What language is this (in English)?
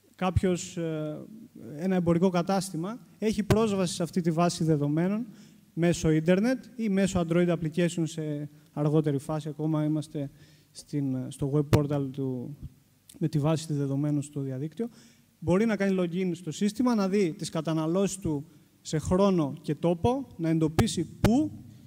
Greek